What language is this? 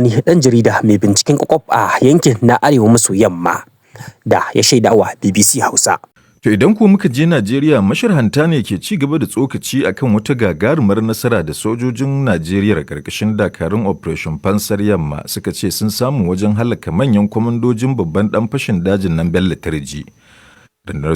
Hausa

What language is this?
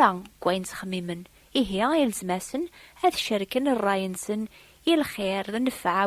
Kabyle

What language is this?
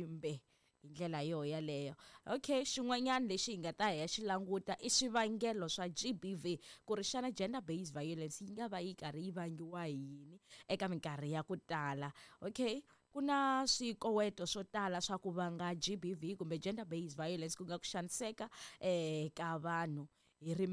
Tsonga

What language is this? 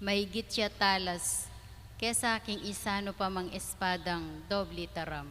Pampanga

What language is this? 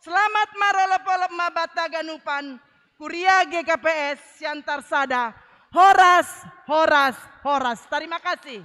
Batak Simalungun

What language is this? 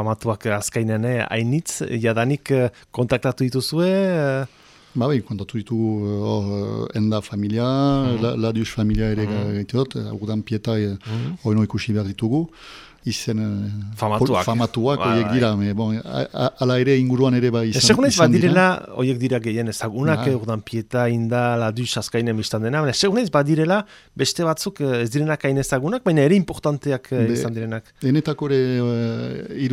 Basque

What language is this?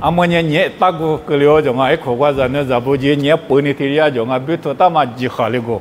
Lisu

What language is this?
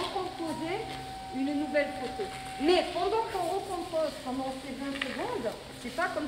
French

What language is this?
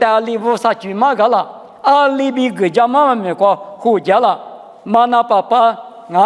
Lisu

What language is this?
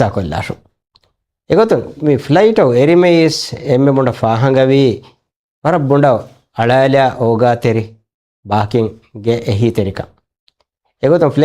Divehi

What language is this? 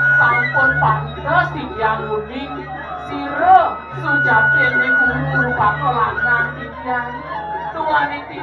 Balinese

